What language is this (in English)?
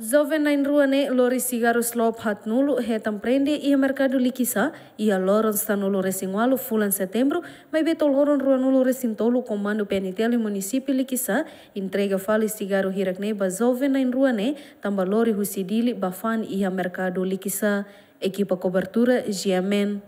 Tetum